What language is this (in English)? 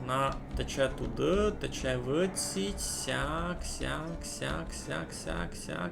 Rusyn